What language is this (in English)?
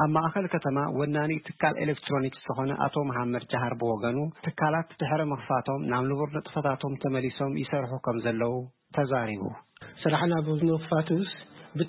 Tigrinya